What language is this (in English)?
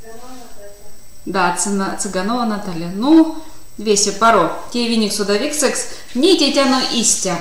Erzya